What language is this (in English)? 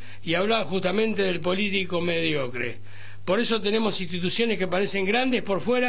Spanish